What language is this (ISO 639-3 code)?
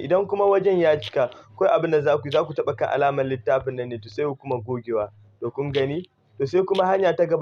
hau